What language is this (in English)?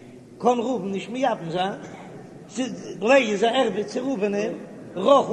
Yiddish